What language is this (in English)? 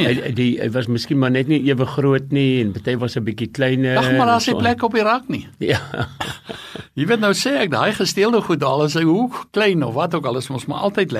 Afrikaans